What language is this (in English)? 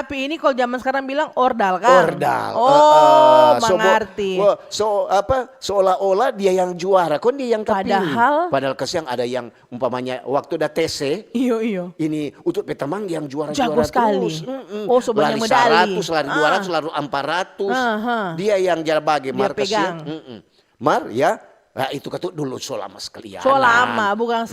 Manado Malay